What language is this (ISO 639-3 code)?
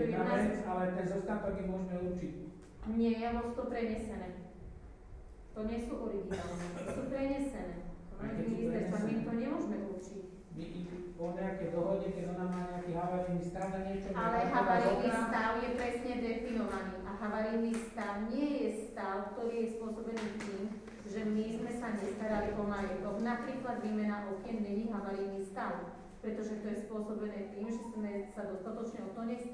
slk